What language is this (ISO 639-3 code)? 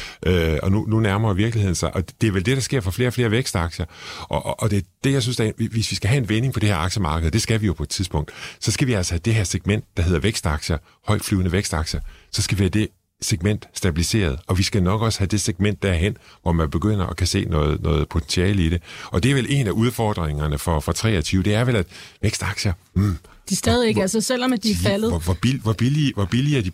dan